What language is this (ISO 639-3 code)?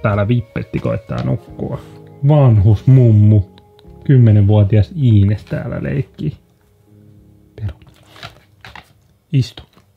fin